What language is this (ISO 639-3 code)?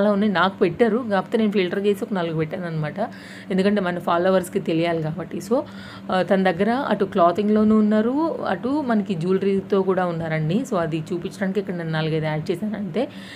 tel